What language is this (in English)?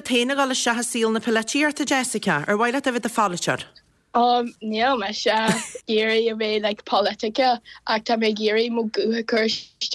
Irish